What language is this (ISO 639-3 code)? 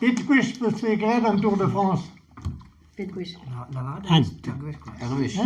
bre